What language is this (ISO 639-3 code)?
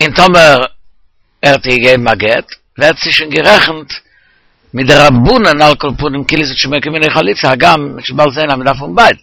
yid